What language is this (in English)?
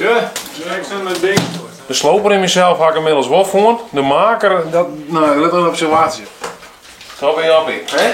Western Frisian